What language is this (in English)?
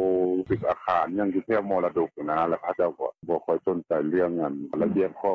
Lao